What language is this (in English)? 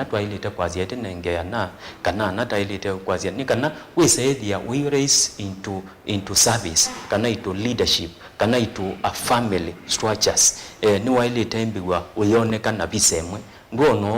Kamba